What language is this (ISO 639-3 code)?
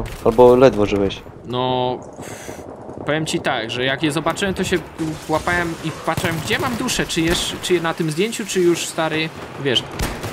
pol